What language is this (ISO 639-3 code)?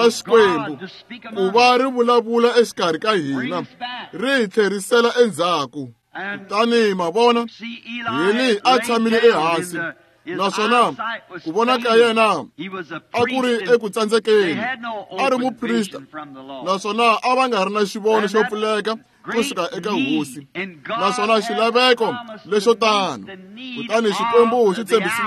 tso